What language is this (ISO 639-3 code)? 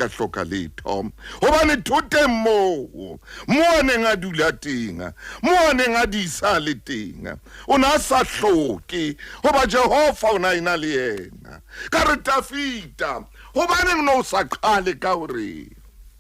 sot